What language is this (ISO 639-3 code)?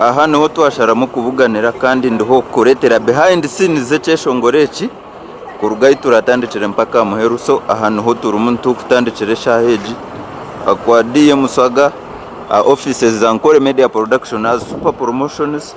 nyn